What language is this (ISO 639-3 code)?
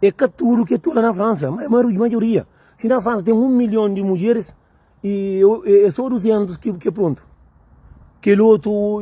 kea